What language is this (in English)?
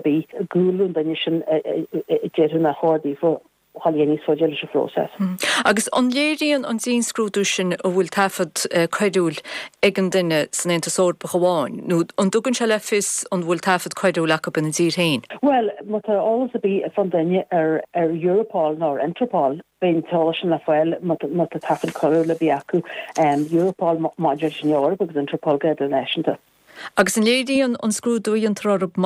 Irish